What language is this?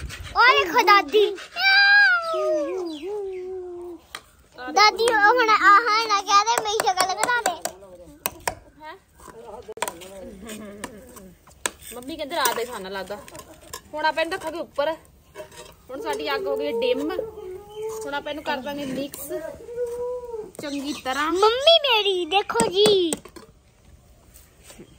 Punjabi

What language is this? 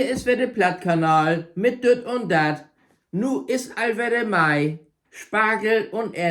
Low German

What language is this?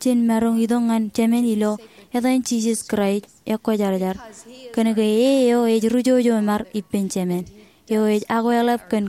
Marshallese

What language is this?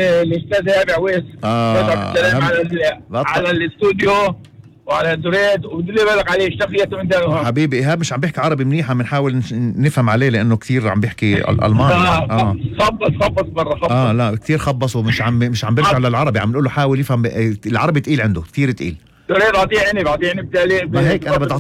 North Levantine Arabic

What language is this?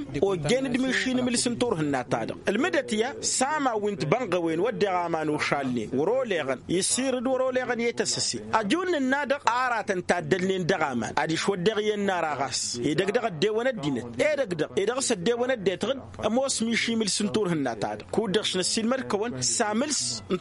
Tamasheq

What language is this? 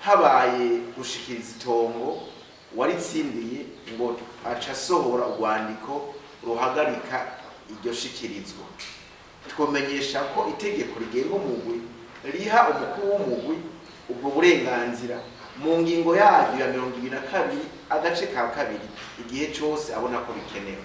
Rundi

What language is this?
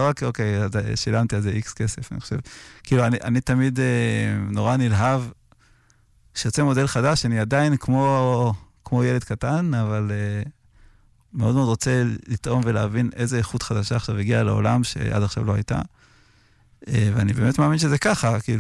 Hebrew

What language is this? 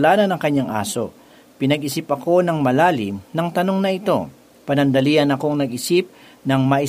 Filipino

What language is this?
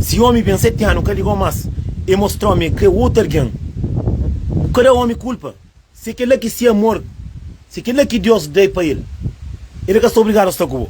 Kabuverdianu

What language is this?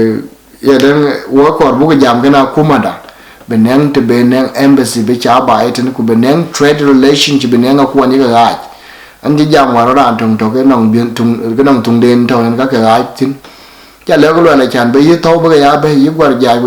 Dinka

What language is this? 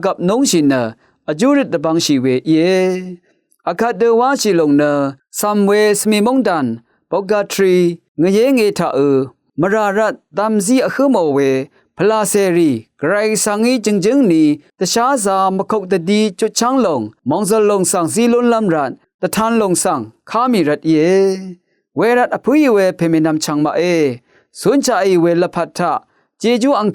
Rawang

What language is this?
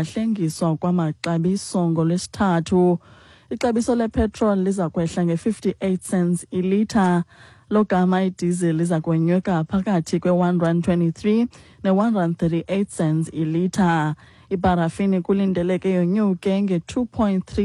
Xhosa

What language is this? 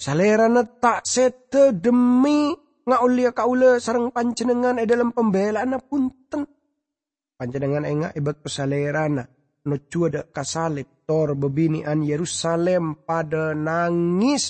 Madurese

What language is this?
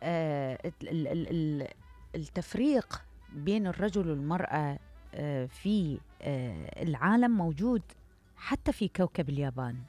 Mesopotamian Arabic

